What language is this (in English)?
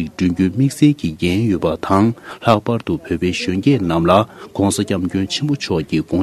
Tibetan